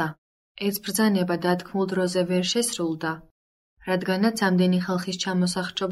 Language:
Georgian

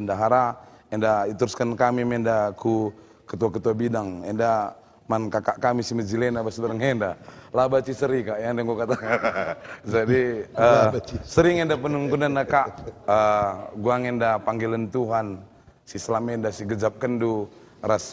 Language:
Batak Karo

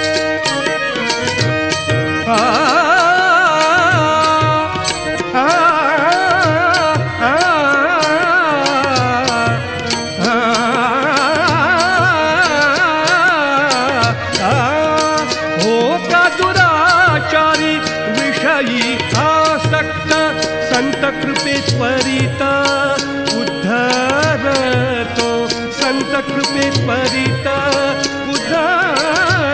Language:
Marathi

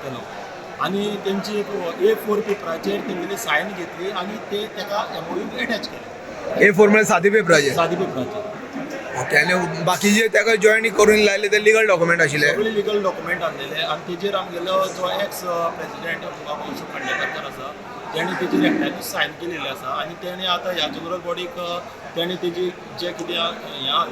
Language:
Konkani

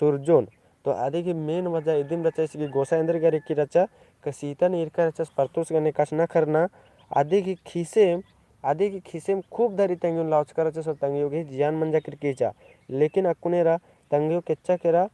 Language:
Kurukh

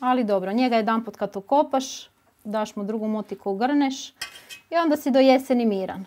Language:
Croatian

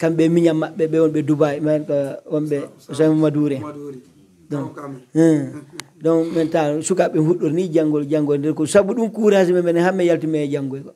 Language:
Pular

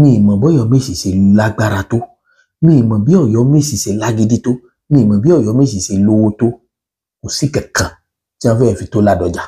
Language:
Yoruba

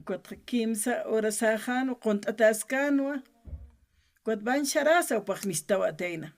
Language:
Aymara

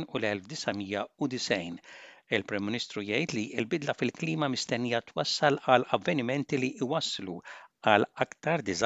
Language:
Maltese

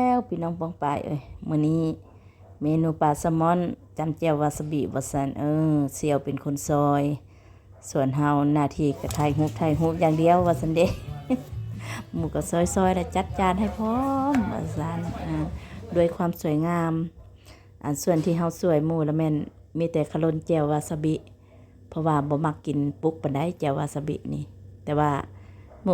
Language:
Lao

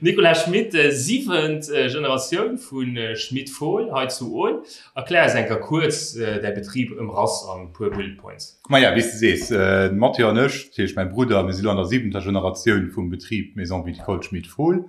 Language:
Luxembourgish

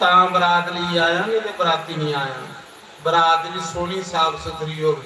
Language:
Dogri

